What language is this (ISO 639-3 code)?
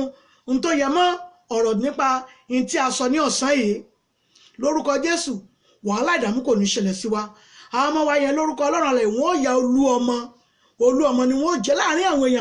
yor